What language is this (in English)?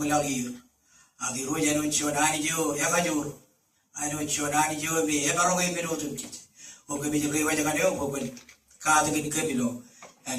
Marshallese